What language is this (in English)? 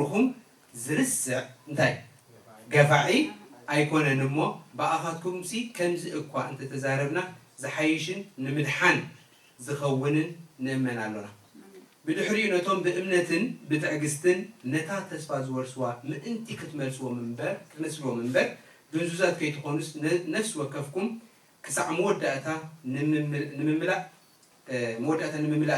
Tigrinya